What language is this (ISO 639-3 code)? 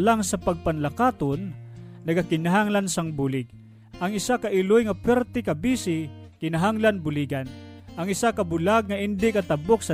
hil